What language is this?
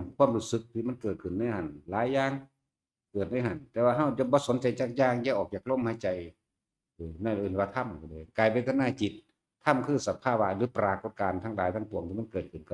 Northeastern Thai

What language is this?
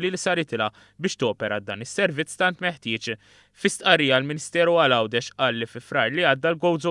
Maltese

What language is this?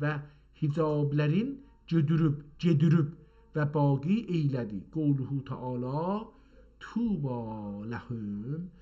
South Azerbaijani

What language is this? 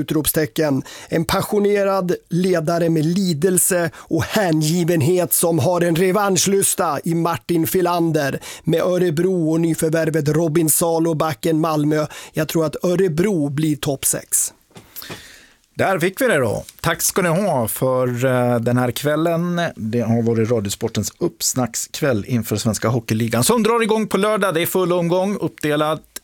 Swedish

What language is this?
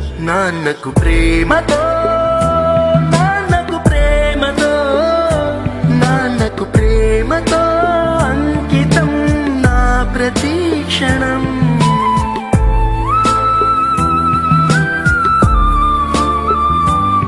Telugu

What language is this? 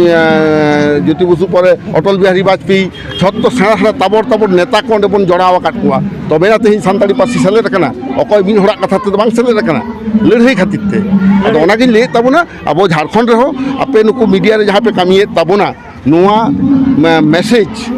Santali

